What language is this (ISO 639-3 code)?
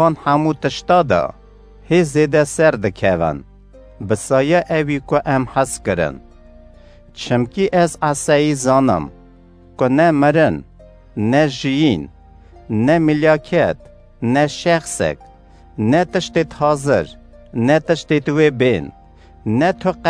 kur